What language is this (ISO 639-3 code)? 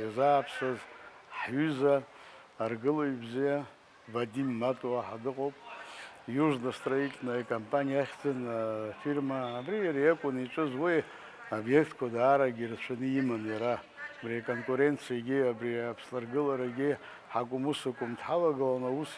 abk